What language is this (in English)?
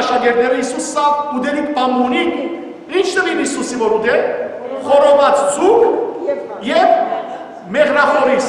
Western Armenian